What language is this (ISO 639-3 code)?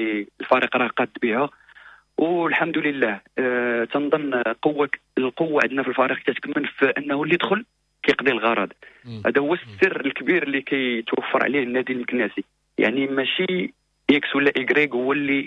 ary